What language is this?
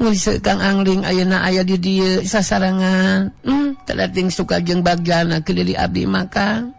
Sundanese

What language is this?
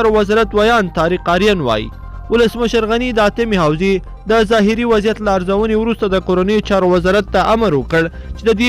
Pashto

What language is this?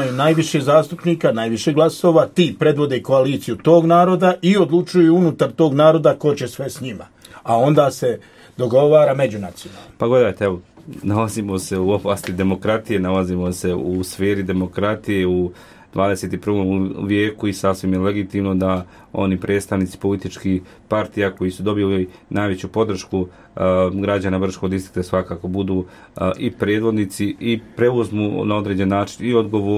Croatian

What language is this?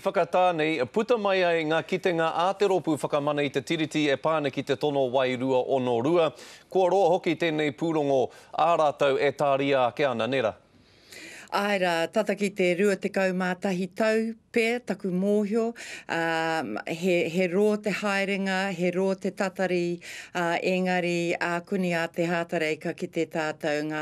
Māori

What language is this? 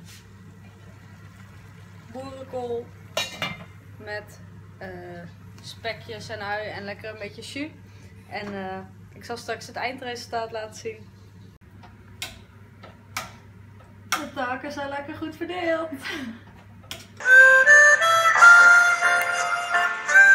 Dutch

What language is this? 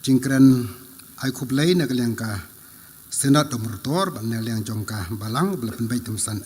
Khasi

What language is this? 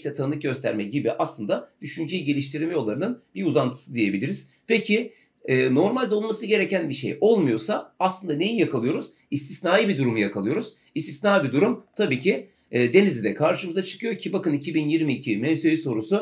Turkish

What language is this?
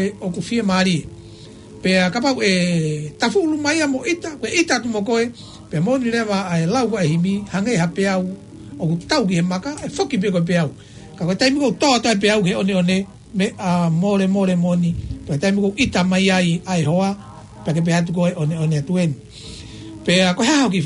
Tongan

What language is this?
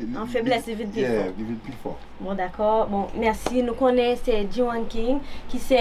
Haitian Creole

